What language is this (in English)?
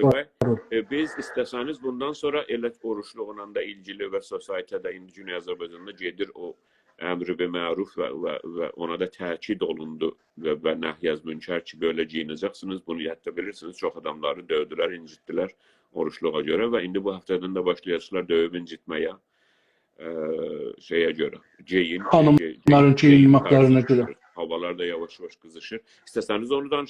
South Azerbaijani